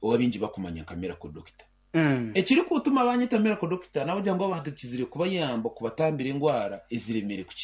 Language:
Nyankole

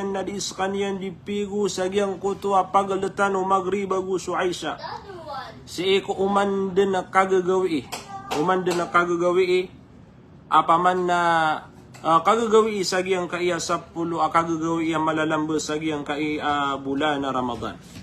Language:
Maranao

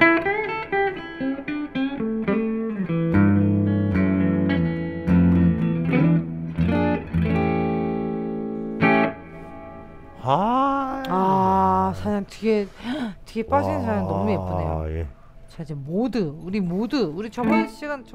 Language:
Korean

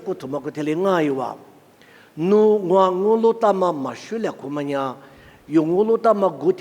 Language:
Lisu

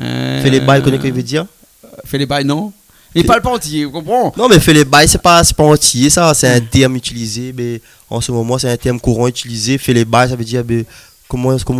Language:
Réunion Creole French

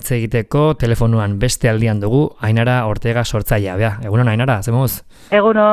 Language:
Basque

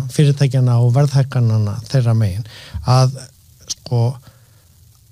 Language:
Icelandic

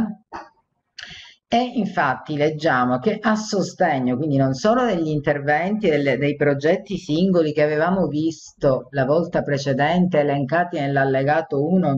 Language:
Italian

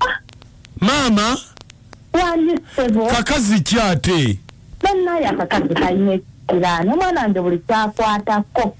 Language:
Ganda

